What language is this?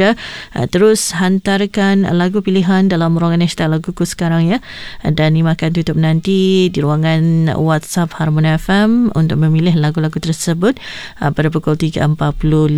Malay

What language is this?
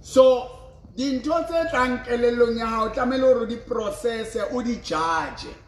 Southern Sotho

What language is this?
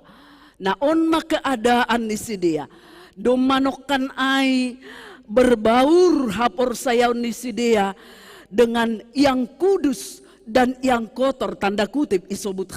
Batak Simalungun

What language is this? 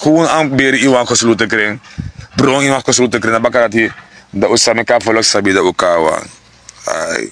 Sranan Tongo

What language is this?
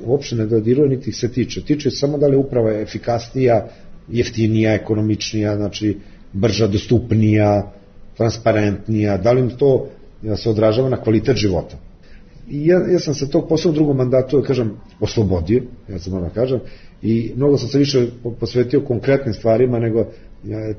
Serbian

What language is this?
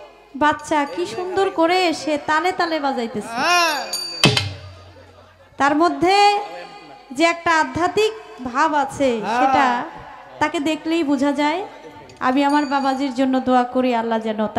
Bangla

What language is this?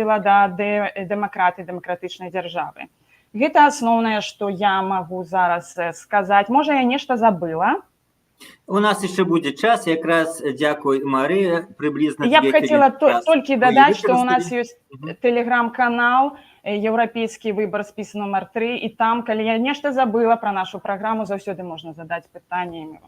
Belarusian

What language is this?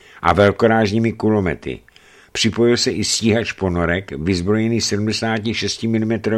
Czech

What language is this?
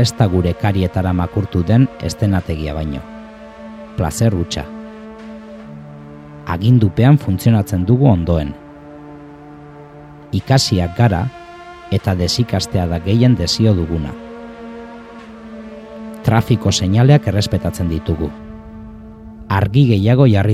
Basque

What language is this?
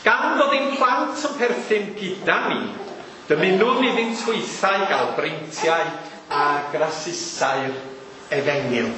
Welsh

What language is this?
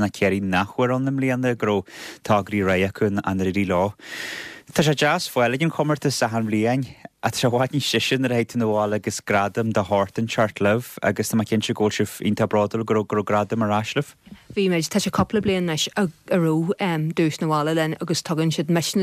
Irish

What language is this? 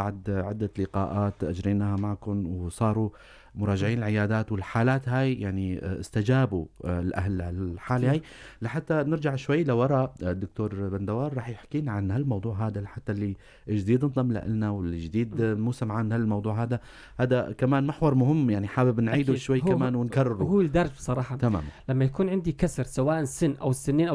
North Levantine Arabic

